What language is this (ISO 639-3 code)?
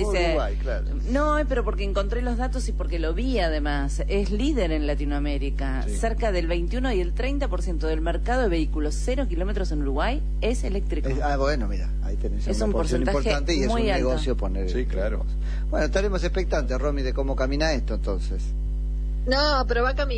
spa